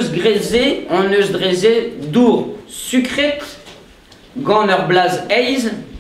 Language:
Breton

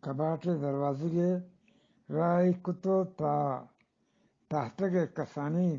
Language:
Eastern Balochi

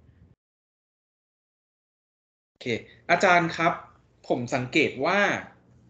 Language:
Thai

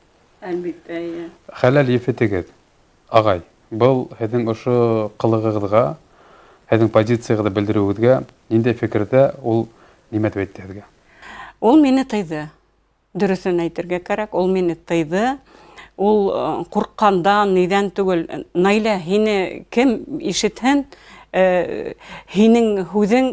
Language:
Bashkir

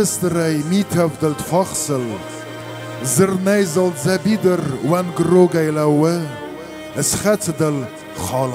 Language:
Ossetic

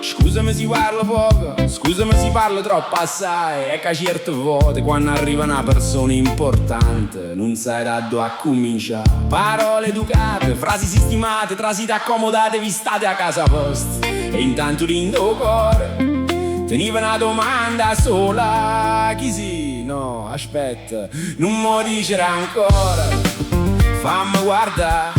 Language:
Neapolitan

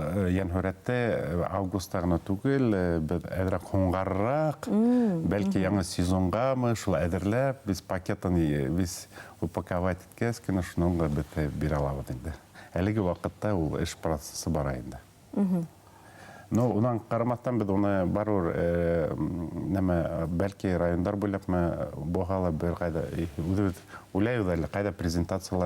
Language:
Bashkir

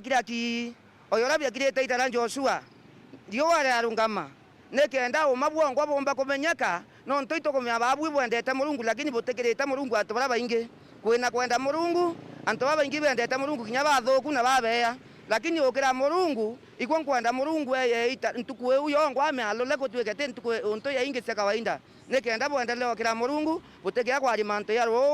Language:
Meru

